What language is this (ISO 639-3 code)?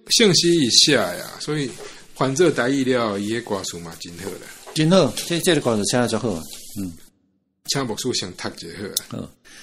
nan